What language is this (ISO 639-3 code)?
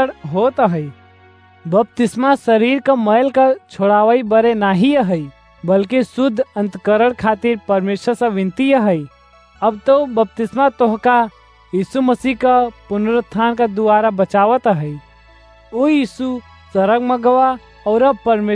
awa